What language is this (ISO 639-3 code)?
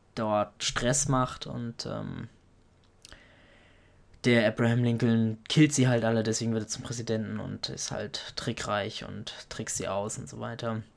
deu